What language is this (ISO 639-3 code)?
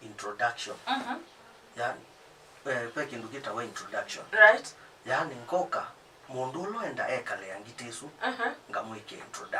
kam